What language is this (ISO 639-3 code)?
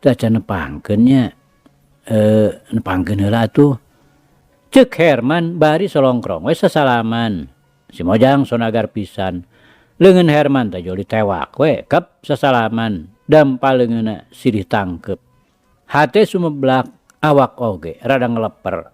sun